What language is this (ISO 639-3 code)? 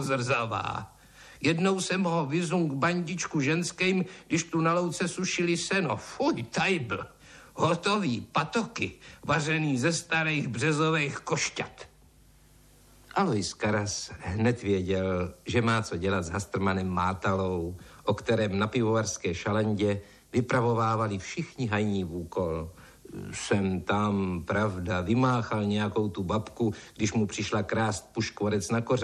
ces